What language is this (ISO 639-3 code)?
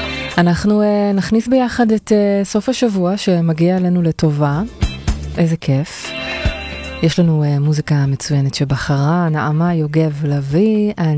heb